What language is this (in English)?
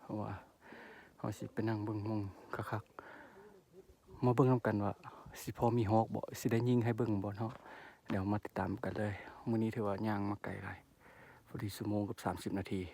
Lao